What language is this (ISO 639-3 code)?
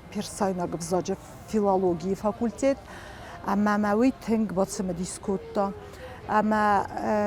oss